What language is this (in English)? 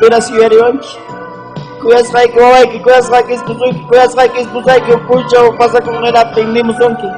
Ayacucho Quechua